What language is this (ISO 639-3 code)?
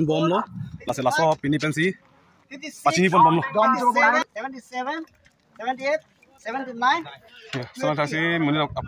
mjw